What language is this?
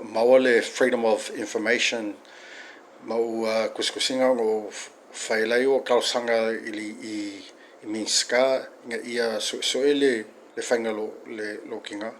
Samoan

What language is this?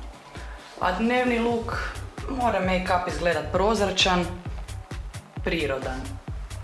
Croatian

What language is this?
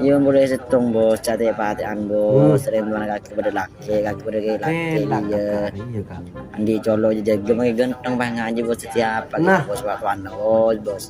Madurese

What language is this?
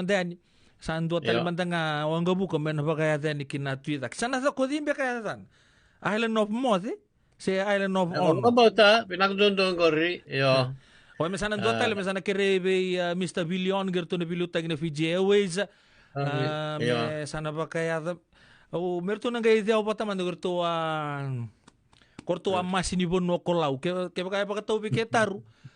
Fijian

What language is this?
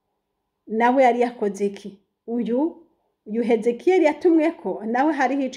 Rundi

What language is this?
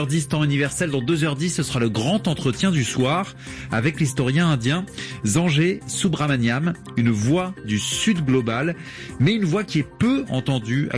French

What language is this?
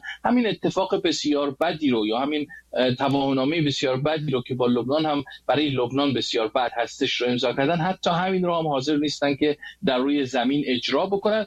Persian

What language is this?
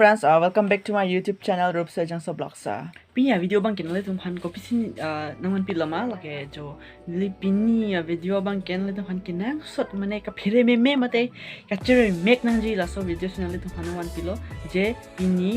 Karbi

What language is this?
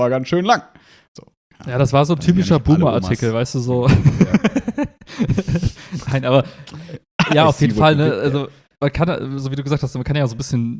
German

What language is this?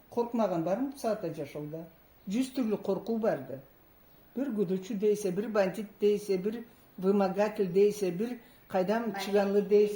Karachay-Balkar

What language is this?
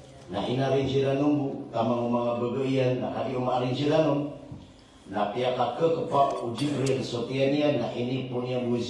Maranao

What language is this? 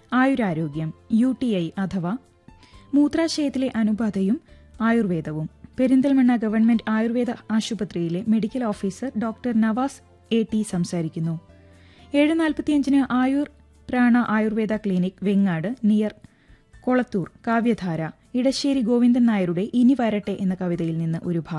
Malayalam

